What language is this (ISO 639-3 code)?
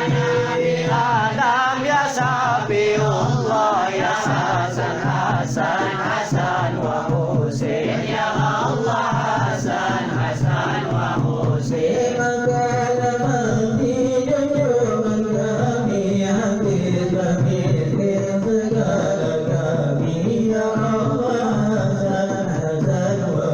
bjn